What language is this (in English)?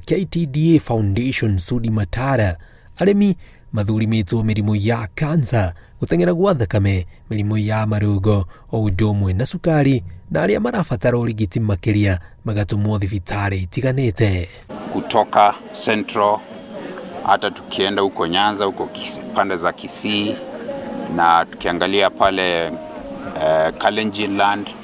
Kikuyu